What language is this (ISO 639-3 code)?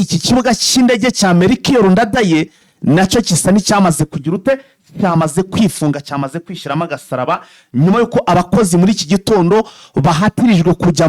kin